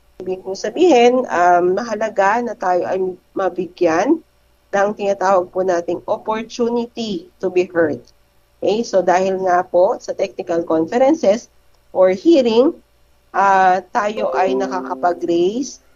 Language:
Filipino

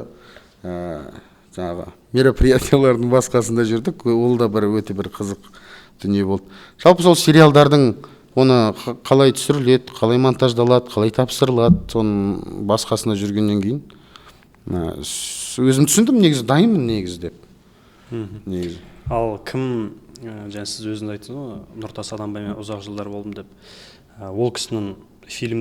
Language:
Kazakh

